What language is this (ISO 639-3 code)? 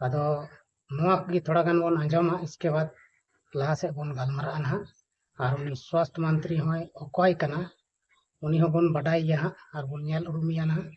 sat